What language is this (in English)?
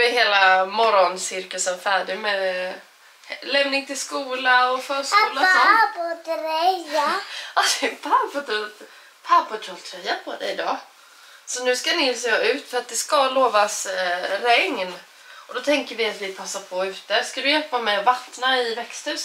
Swedish